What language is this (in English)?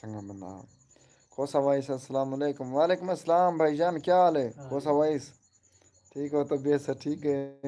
Saraiki